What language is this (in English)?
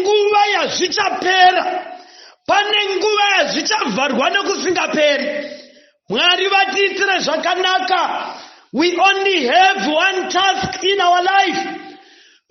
Shona